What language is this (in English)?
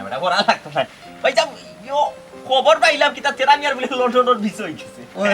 Sylheti